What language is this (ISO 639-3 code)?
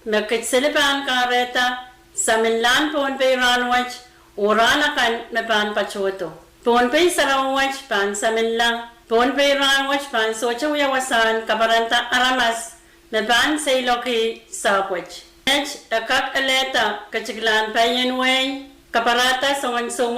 pon